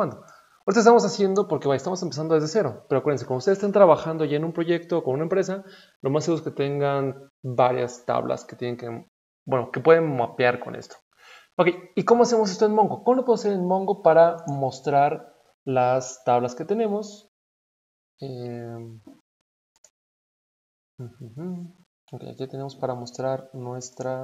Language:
Spanish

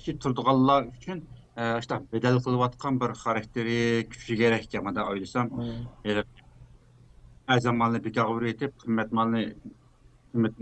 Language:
Uyghur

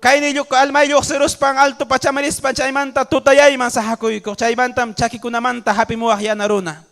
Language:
Ayacucho Quechua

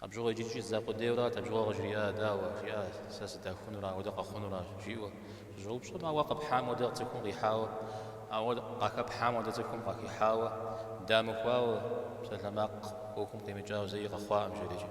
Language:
Kabardian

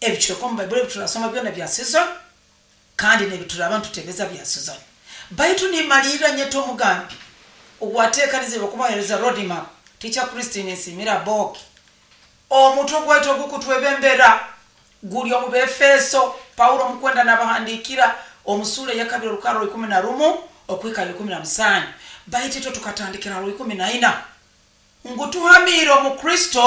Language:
Nyoro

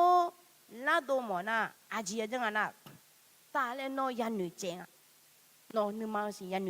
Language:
Akha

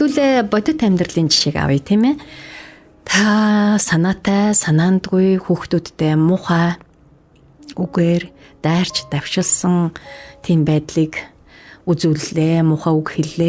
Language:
Mongolian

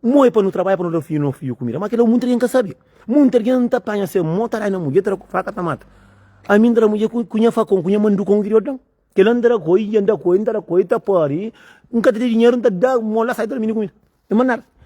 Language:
Kabuverdianu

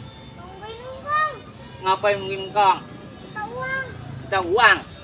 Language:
Betawi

